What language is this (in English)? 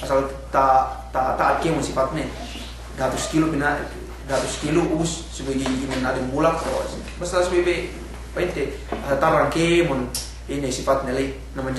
Yakan